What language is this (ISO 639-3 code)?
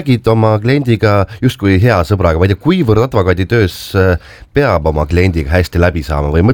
est